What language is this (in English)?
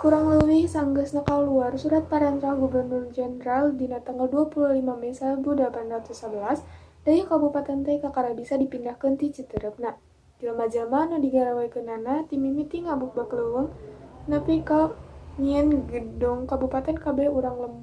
Sundanese